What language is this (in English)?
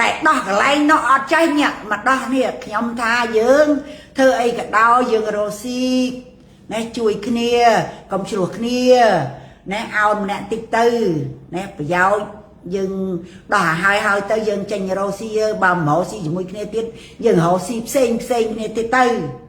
Khmer